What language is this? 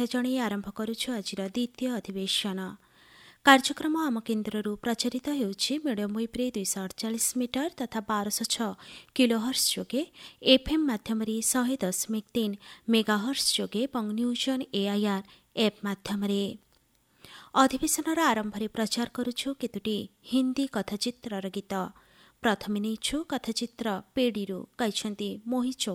Odia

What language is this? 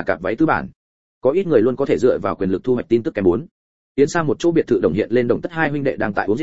Vietnamese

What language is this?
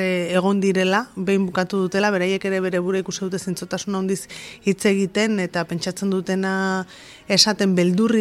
Basque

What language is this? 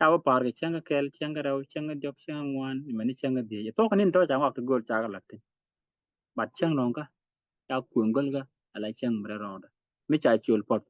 Nuer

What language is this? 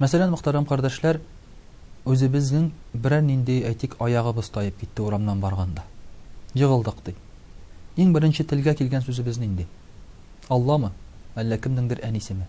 Tatar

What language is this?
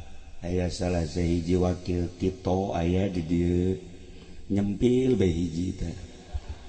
Sundanese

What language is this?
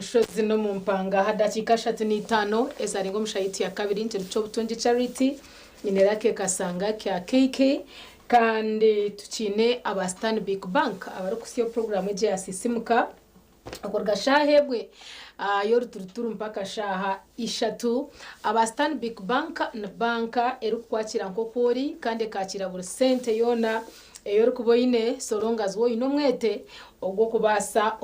Nyankole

